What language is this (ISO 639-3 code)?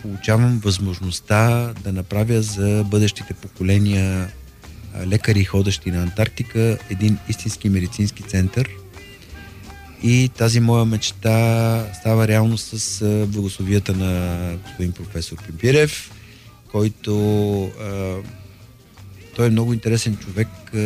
bul